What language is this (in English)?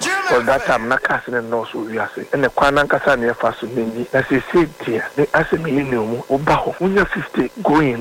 Akan